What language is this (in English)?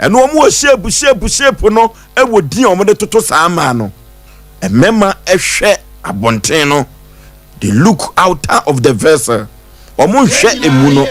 Akan